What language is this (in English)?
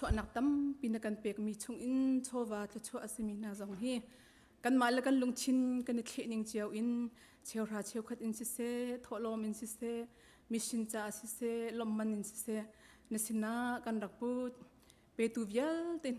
Hakha Chin